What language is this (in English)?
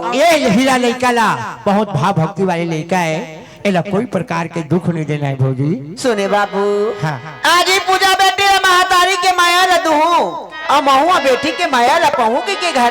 Chhattisgarhi